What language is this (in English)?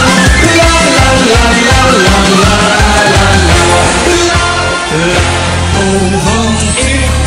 Dutch